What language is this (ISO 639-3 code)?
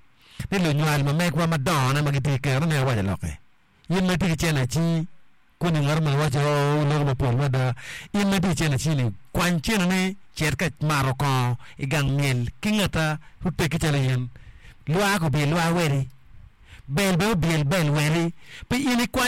ach